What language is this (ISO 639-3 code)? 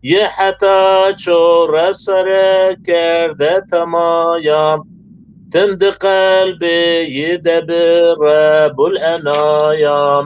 zza